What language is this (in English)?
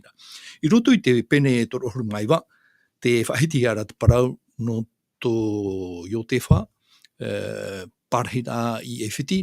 Tahitian